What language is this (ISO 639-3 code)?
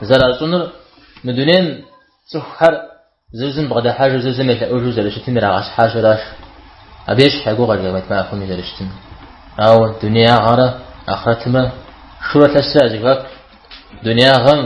kbd